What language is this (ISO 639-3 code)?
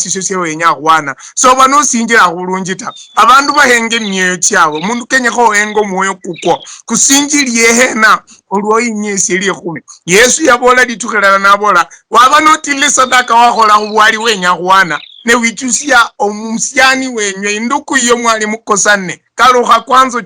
luy